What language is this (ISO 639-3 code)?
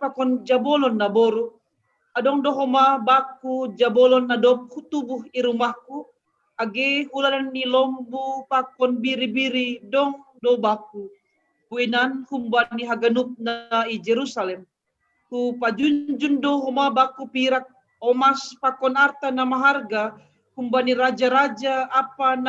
bts